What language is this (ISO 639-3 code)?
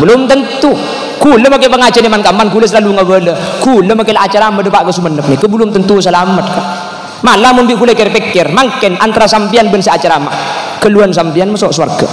mad